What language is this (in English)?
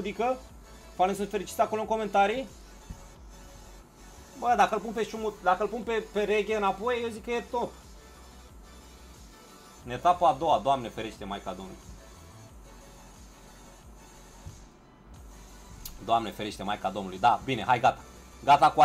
Romanian